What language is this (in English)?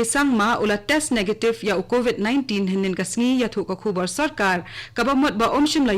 Khasi